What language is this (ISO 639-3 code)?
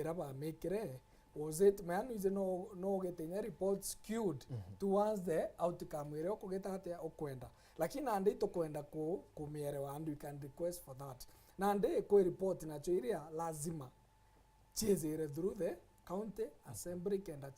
mer